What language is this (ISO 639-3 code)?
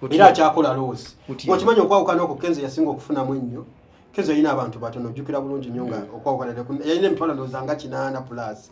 lug